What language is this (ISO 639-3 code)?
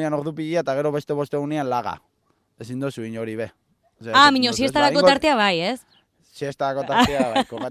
eus